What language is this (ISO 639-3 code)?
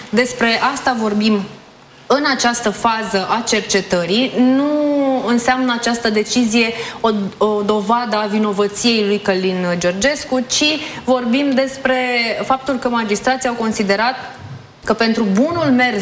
ron